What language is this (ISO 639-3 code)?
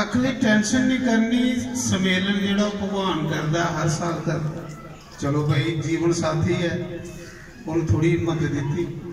doi